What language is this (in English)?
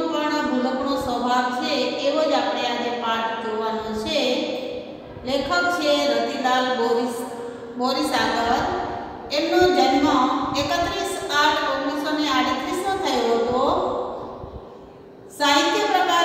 Gujarati